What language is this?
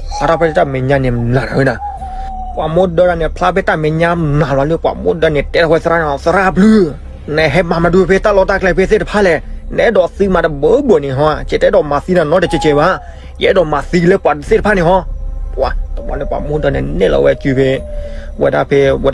S'gaw Karen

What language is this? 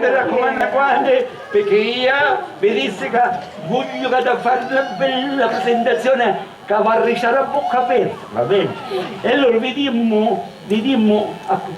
Sicilian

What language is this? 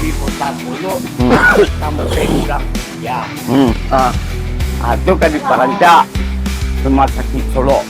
Minangkabau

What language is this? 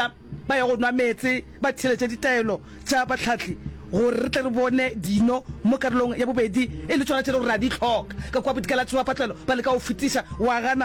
Northern Sotho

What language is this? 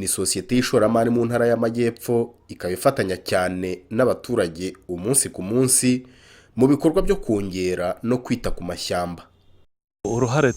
Kinyarwanda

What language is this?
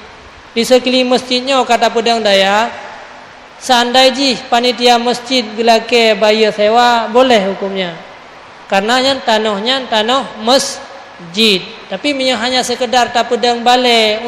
Achinese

